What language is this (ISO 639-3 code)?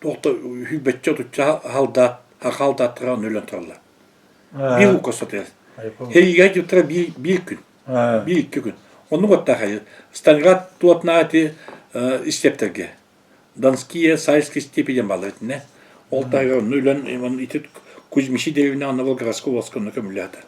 sah